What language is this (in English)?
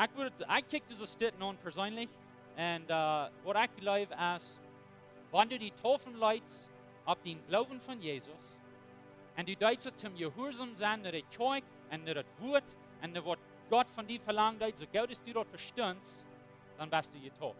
Plautdietsch